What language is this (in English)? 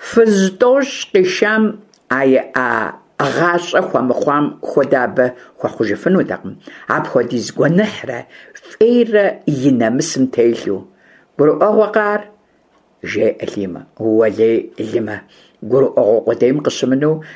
Kabardian